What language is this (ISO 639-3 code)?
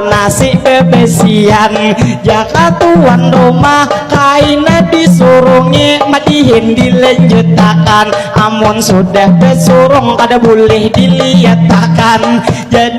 bjn